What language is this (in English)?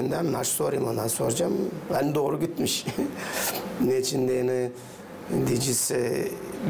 Gagauz